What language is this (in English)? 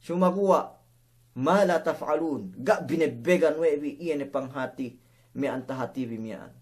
Yakan